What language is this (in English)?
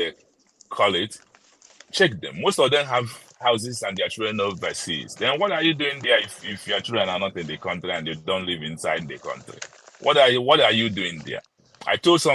Nigerian Pidgin